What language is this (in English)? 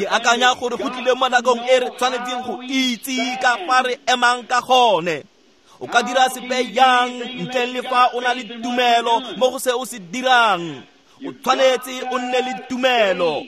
Tswana